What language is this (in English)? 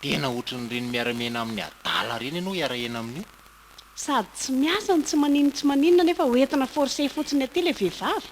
Malagasy